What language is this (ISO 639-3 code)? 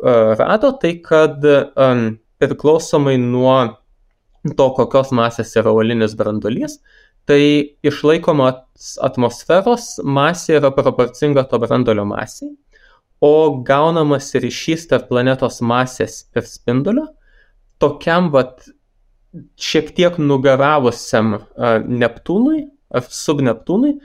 lit